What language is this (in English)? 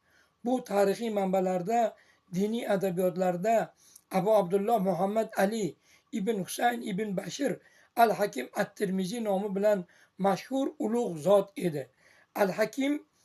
Uzbek